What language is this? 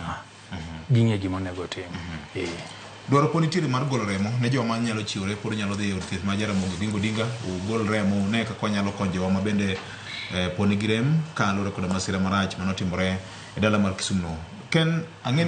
Luo (Kenya and Tanzania)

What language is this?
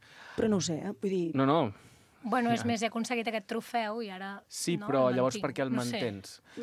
Catalan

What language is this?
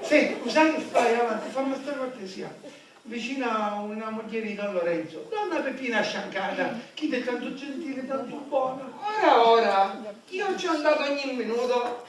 Sicilian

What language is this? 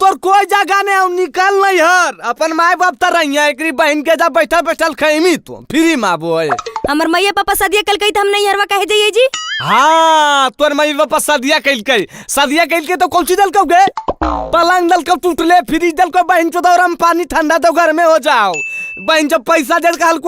Magahi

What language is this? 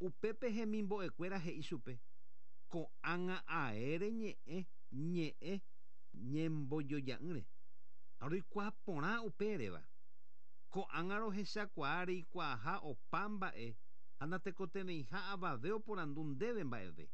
Guarani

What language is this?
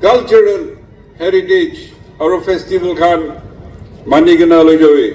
Naga Pidgin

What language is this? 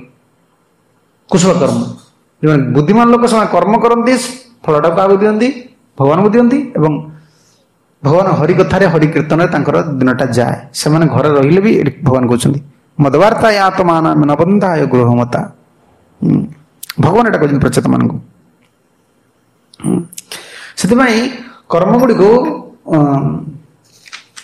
Odia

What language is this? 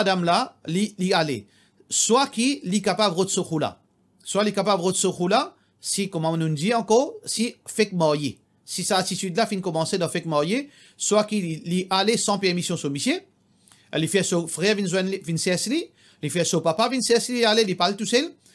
Morisyen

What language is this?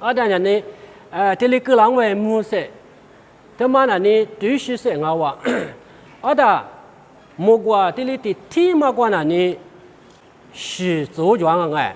Lisu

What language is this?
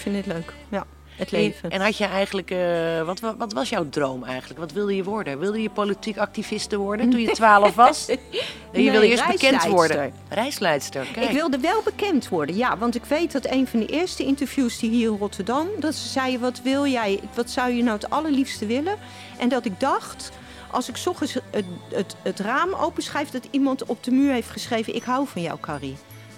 Dutch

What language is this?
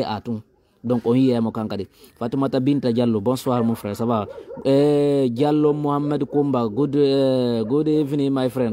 Fula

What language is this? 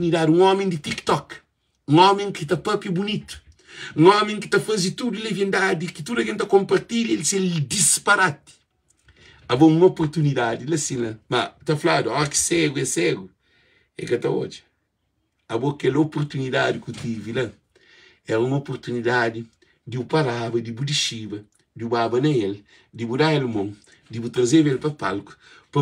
Kabuverdianu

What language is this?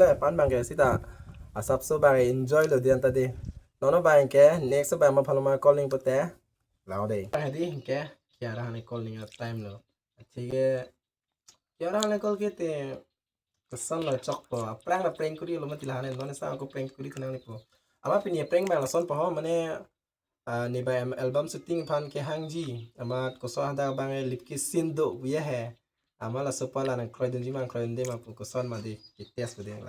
Karbi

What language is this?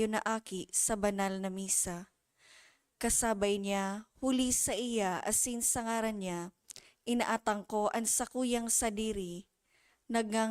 Bikol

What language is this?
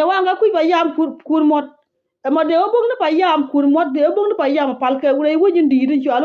Nuer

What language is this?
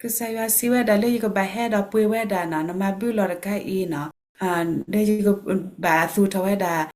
S'gaw Karen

